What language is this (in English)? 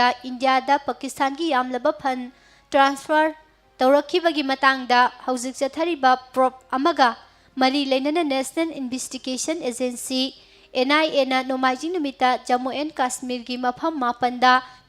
Manipuri